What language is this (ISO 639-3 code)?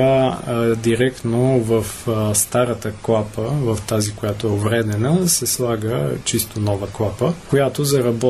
bul